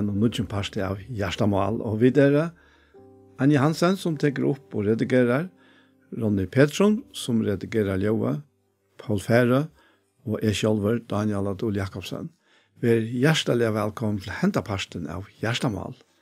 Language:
Faroese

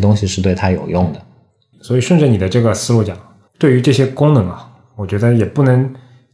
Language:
Chinese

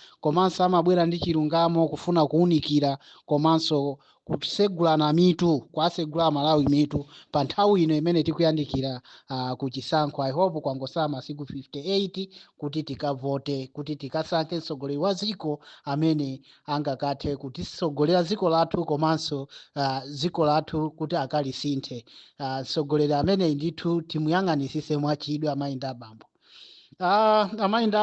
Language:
Nyanja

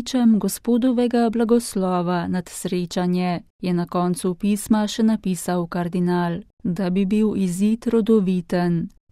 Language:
Slovenian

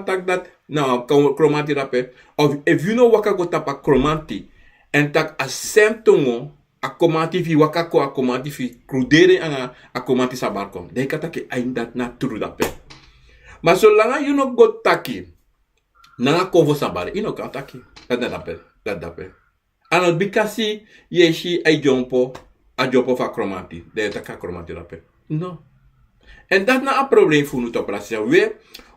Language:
Sranan Tongo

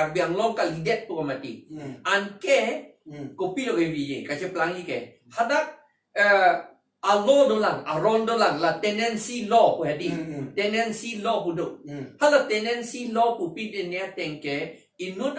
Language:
Karbi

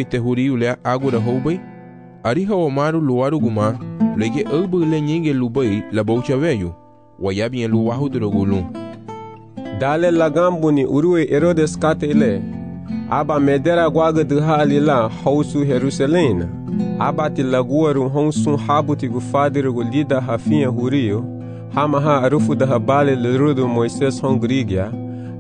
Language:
Garifuna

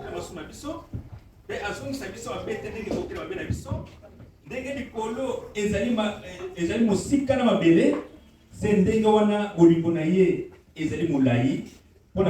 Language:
Lingala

